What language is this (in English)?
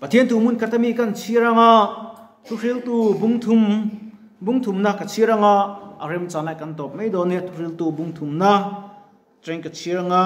Mizo